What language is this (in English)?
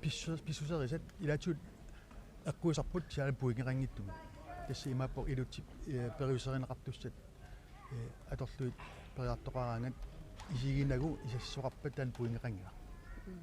Kalaallisut